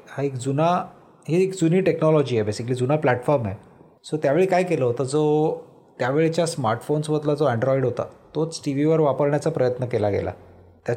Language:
Marathi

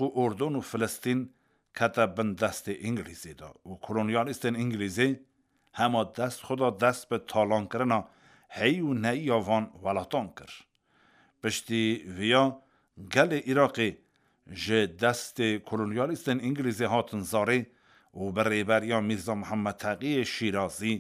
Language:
Kurdish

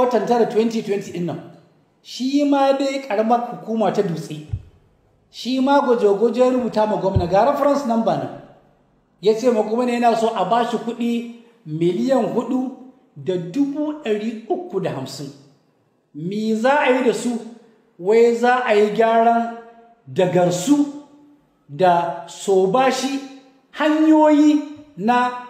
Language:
Hausa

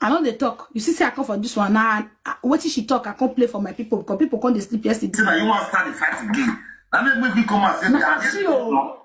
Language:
Nigerian Pidgin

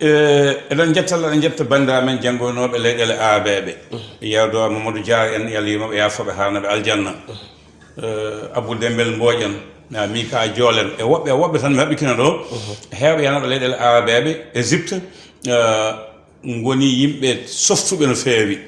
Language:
Fula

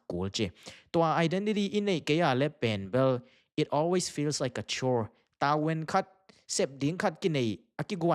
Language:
Tedim Chin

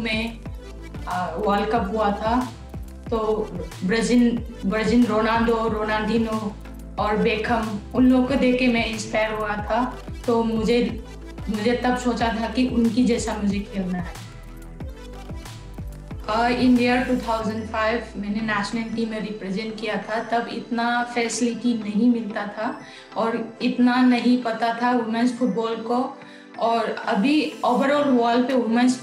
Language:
Hindi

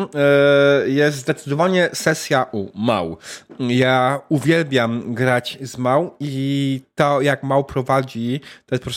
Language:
Polish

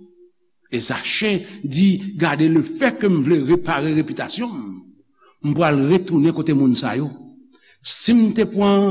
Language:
Haitian Creole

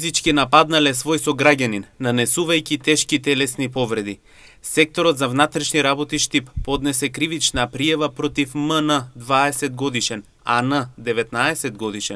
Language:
Macedonian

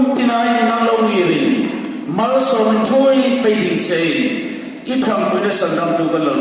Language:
Hmar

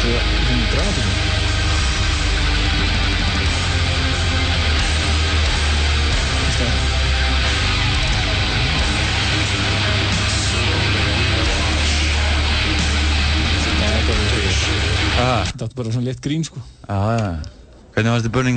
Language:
Icelandic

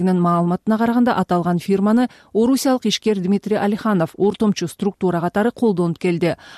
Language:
Kyrgyz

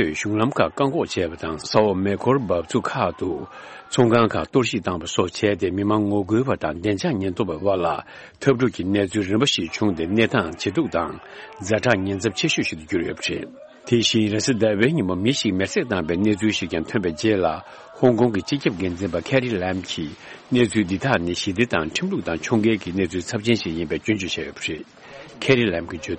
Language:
Tibetan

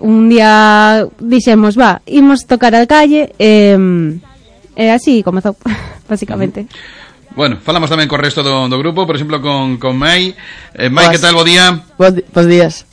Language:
Galician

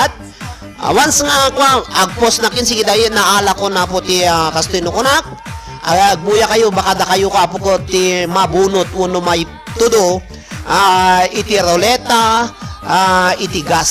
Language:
Iloko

